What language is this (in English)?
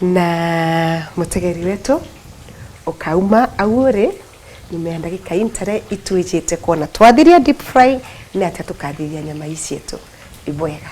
Meru